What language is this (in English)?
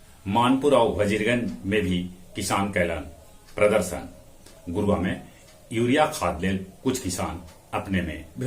Magahi